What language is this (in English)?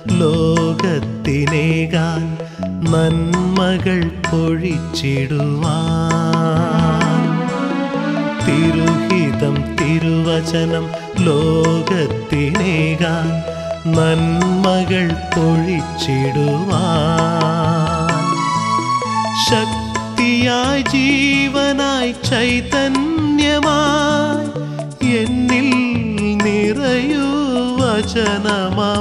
Malayalam